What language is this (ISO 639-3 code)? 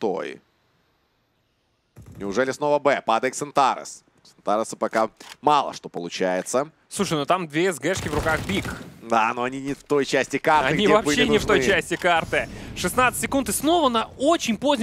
rus